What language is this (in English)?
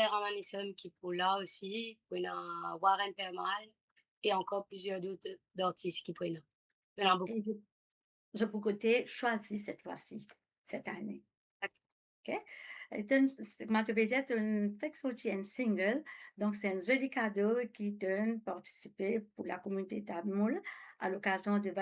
Morisyen